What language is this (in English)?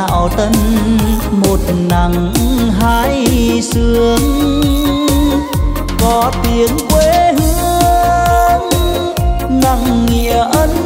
Vietnamese